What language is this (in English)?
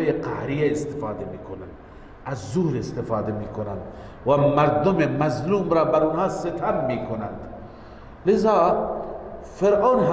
Persian